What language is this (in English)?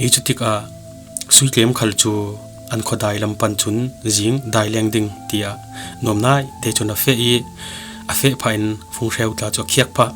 Falam Chin